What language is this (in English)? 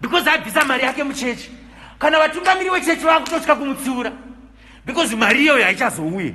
Shona